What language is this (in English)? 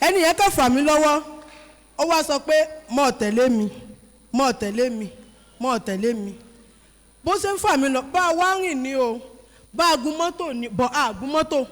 Yoruba